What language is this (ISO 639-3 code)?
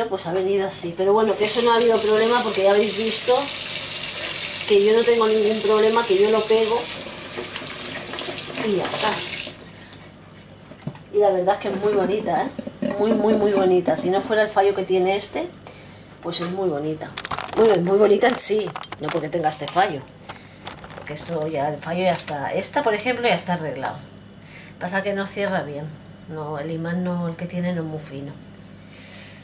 spa